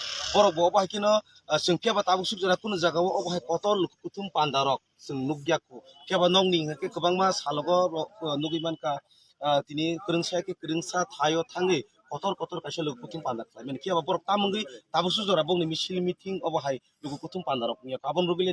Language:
Kok Borok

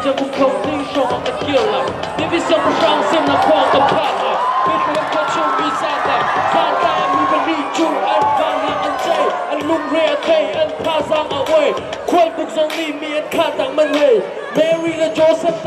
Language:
Hakha Chin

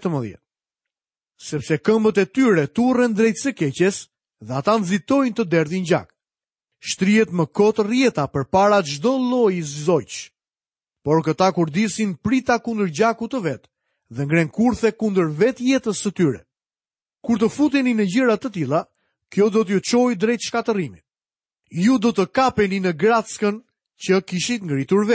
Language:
Albanian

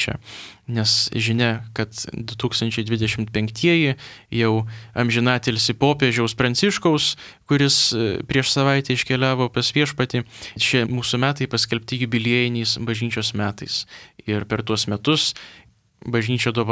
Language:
Lithuanian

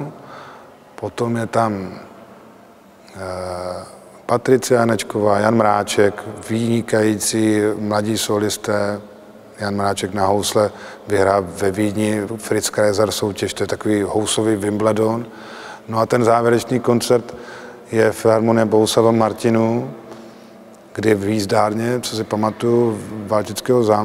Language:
Czech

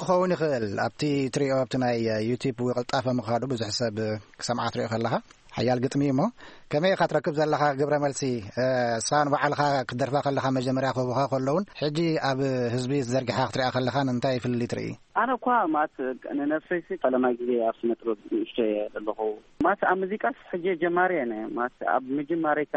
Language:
Tigrinya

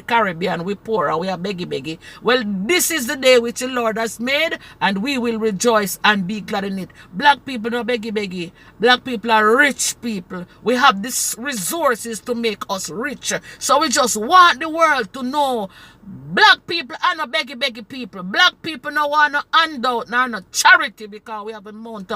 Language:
Jamaican Creole English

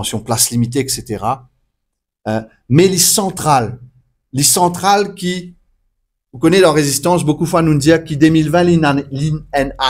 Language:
Morisyen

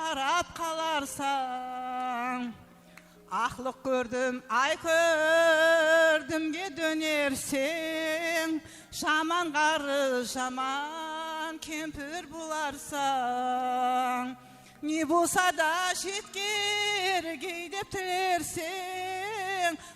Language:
Kara-Kalpak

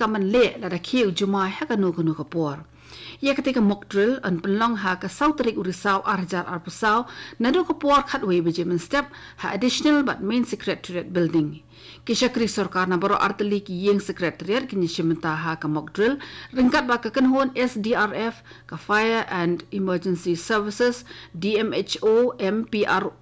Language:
Khasi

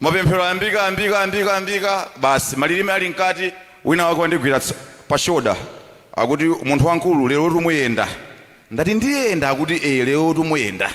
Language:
Nyanja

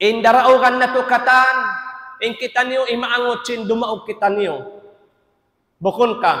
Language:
Tausug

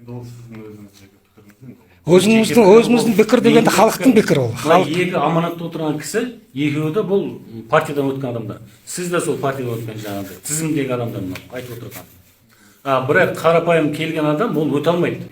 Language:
Kazakh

